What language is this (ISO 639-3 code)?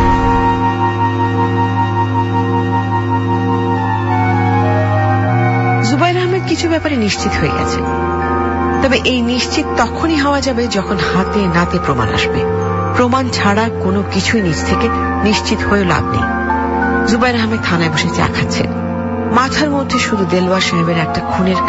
ben